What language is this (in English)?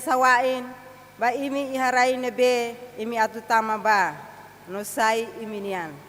Tetum